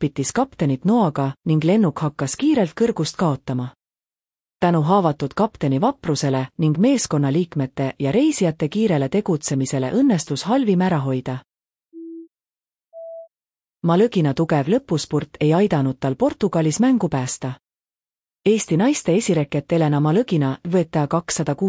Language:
Estonian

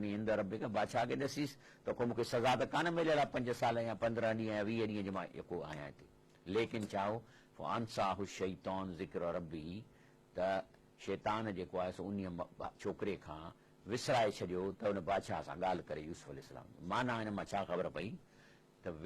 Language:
Sindhi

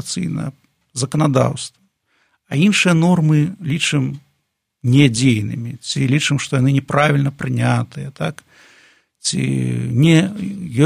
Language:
Belarusian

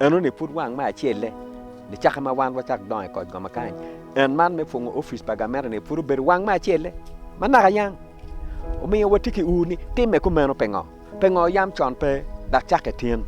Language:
Acoli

